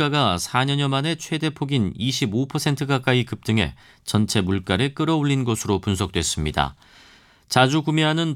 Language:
Korean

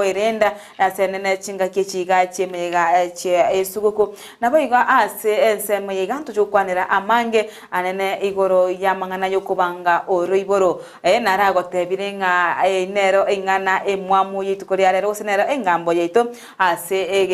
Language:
Gusii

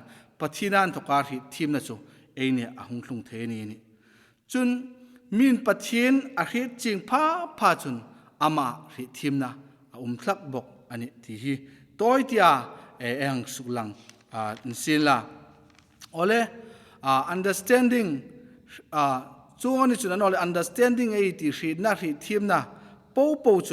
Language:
Hmar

